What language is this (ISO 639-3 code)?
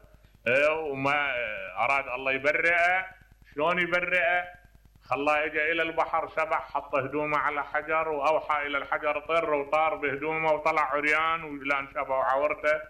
acm